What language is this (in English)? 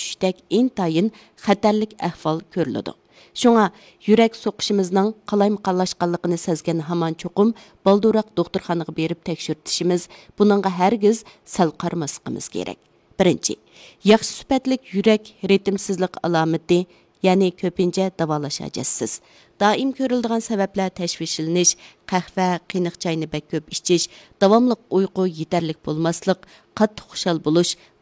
Uyghur